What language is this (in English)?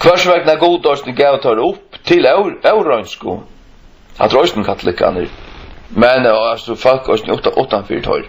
Faroese